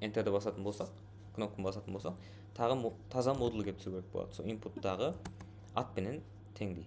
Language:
Kara-Kalpak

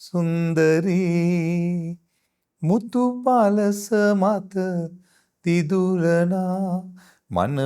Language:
Sinhala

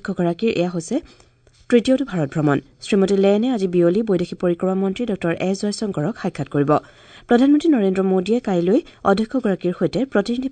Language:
Assamese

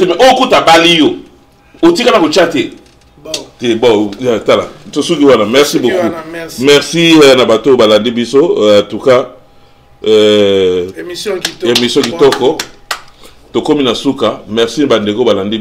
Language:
Lingala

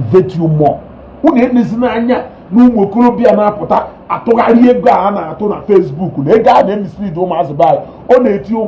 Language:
Igbo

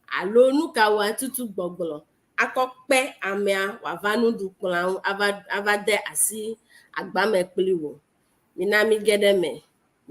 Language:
Ewe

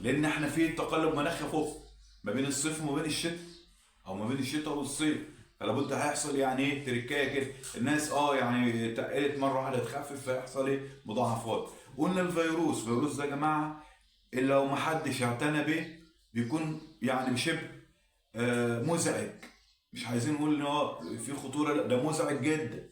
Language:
Egyptian Arabic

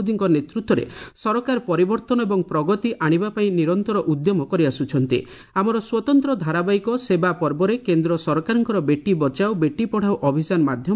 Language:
Odia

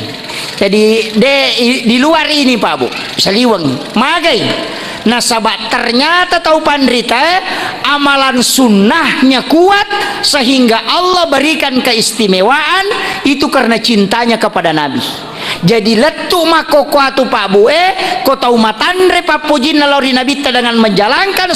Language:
Buginese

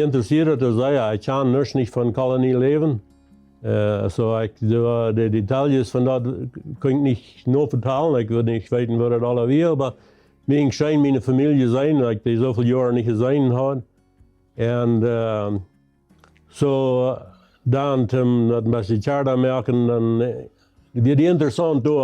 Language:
Plautdietsch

